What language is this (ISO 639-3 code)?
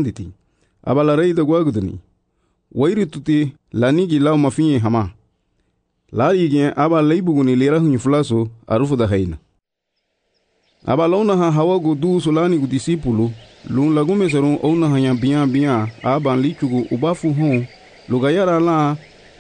cab